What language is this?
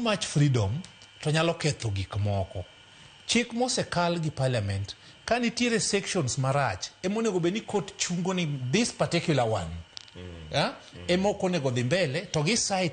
Luo (Kenya and Tanzania)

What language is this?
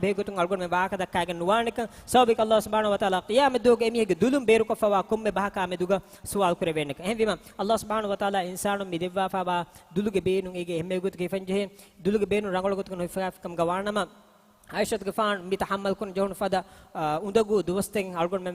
Divehi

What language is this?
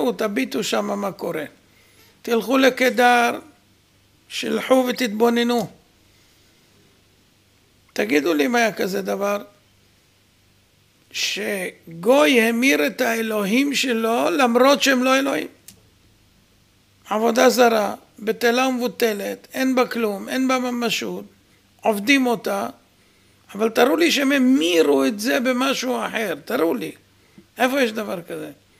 Hebrew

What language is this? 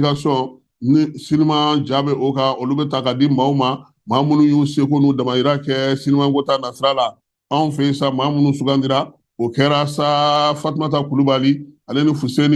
Bambara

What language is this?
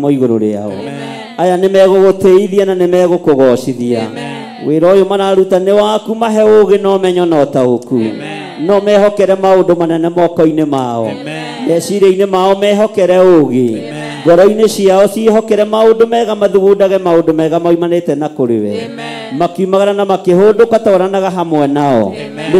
Kikuyu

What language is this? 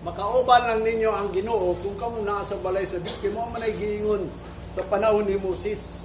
Cebuano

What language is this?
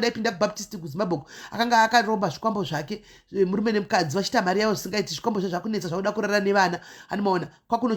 Shona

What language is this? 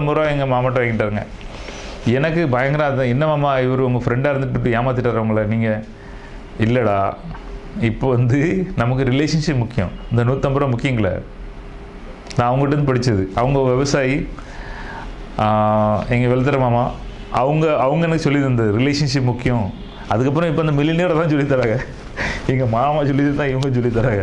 Tamil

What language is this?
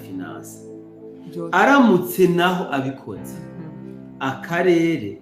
Rundi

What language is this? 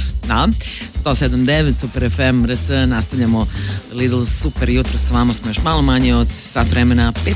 Serbian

